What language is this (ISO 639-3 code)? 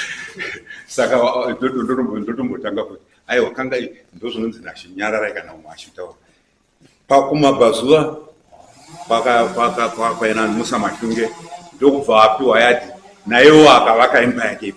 sna